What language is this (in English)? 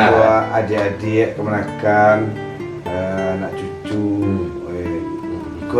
Minangkabau